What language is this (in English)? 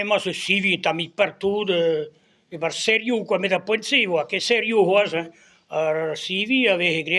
Breton